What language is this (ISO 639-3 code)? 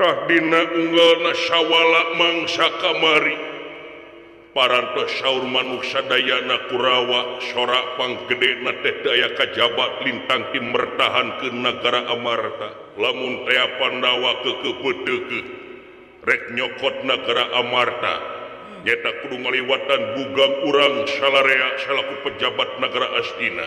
sun